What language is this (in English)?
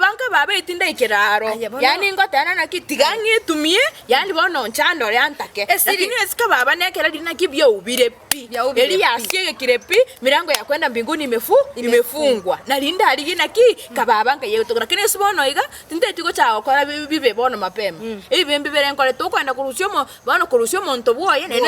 Gusii